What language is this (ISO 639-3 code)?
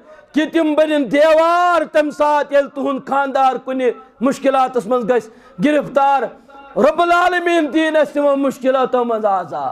kas